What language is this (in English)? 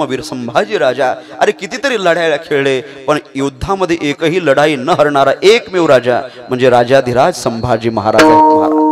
Marathi